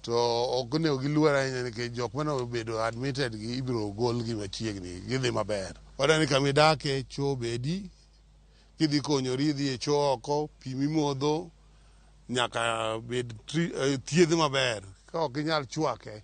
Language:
Luo (Kenya and Tanzania)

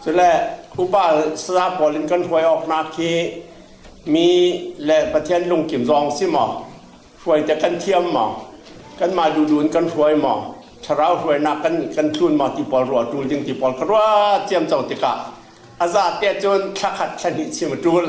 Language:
Falam Chin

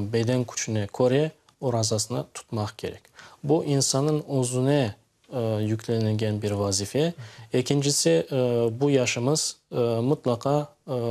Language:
Crimean Tatar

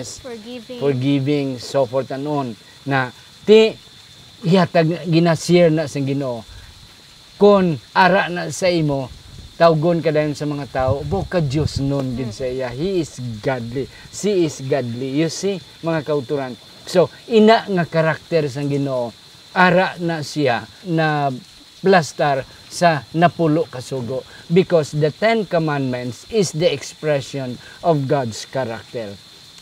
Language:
Hiligaynon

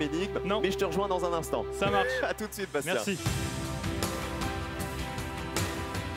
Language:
French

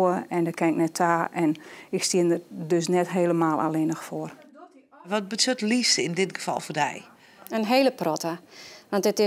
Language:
Western Frisian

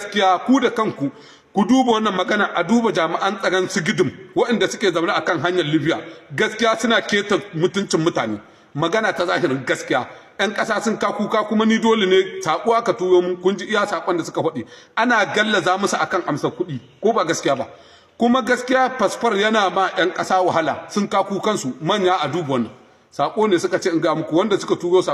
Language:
Hausa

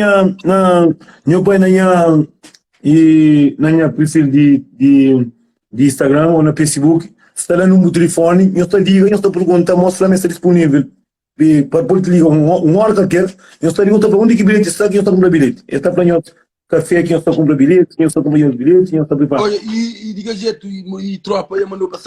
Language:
Kabuverdianu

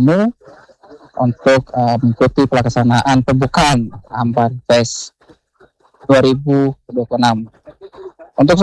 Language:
Indonesian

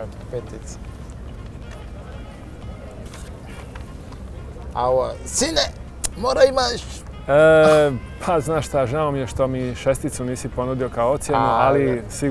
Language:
Croatian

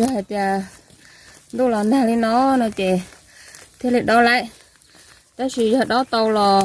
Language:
Hmong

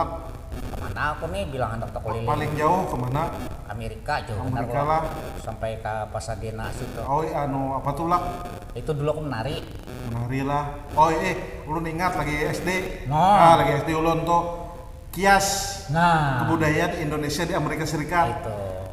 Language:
Banjar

